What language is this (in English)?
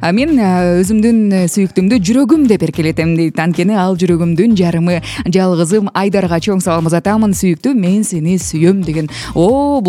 Kyrgyz